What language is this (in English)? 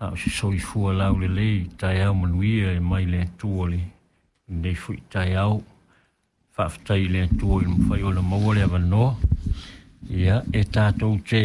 Samoan